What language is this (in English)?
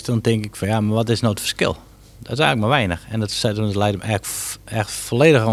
Western Frisian